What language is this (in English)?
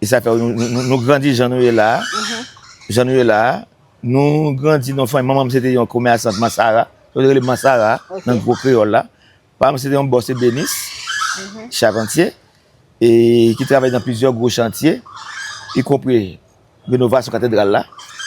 Haitian Creole